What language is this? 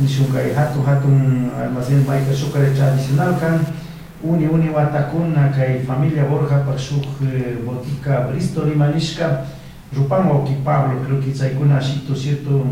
Chimborazo Highland Quichua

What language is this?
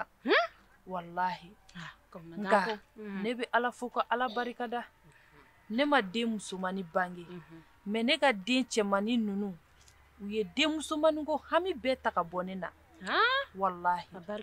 Bambara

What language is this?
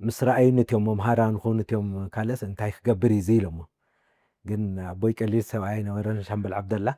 Tigrinya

